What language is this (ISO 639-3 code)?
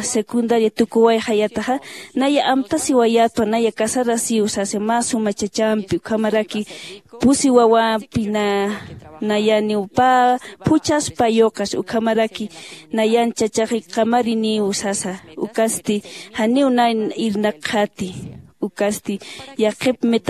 aym